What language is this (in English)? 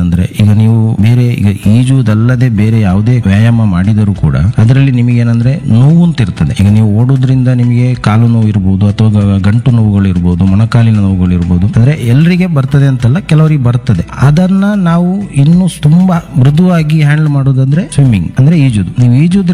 Kannada